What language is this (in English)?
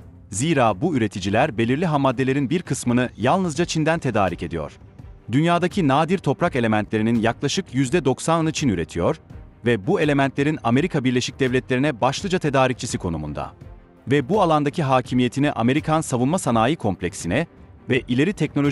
Turkish